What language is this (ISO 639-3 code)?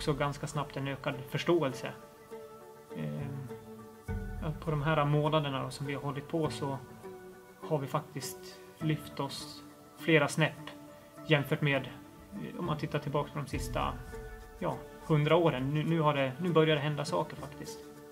swe